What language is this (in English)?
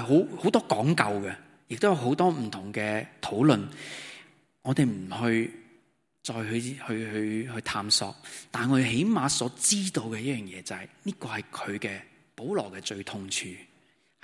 Cantonese